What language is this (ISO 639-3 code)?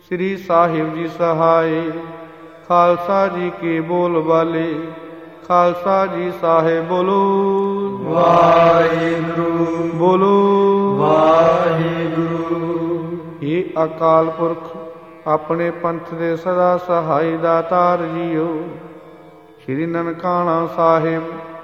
pan